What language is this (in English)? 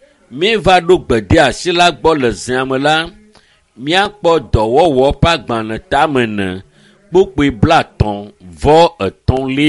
Ewe